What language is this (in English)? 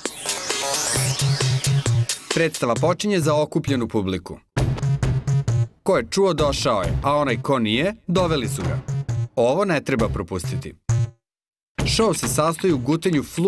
Serbian